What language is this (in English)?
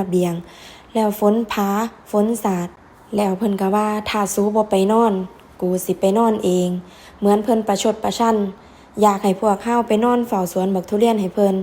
Northeastern Thai